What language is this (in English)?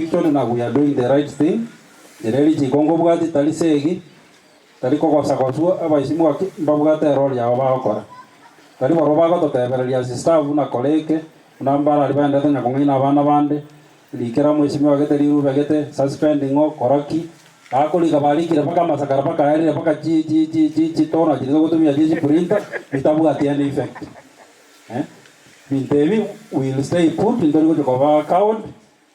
Gusii